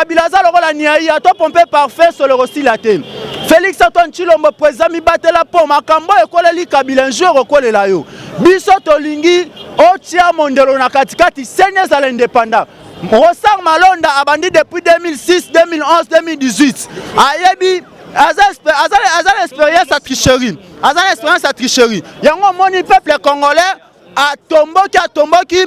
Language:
Lingala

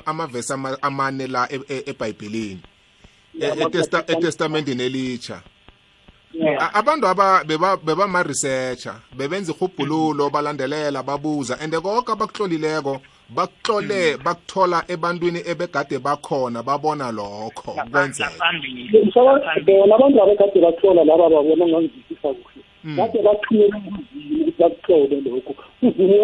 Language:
South Ndebele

